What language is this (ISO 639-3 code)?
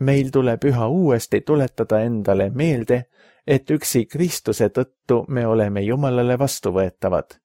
est